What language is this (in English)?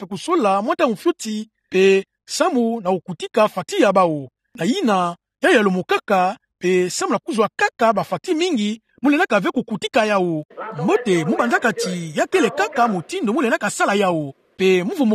Kituba (Democratic Republic of Congo)